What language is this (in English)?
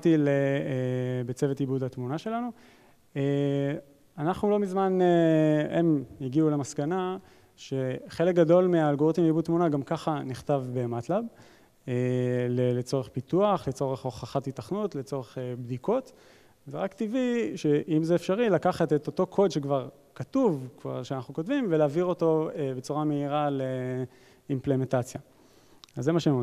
Hebrew